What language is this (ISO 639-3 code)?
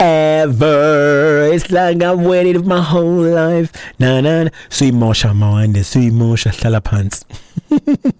xho